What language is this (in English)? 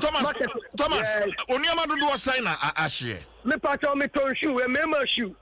Akan